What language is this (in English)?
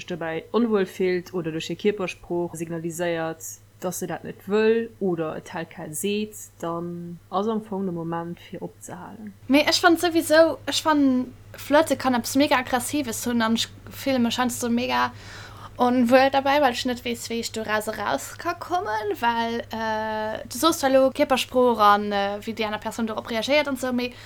Luxembourgish